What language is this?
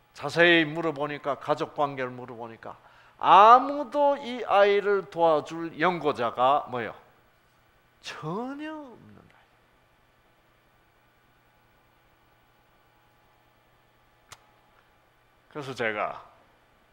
Korean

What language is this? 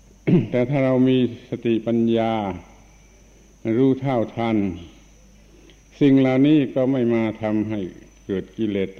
Thai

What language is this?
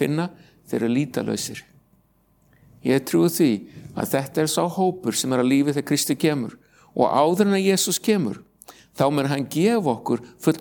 Icelandic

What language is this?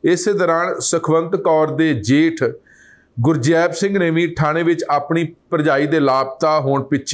Punjabi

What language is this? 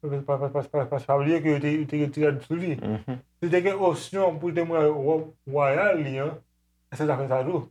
Haitian Creole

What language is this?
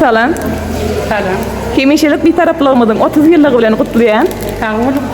Turkmen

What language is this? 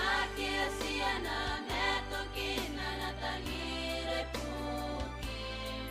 Gilbertese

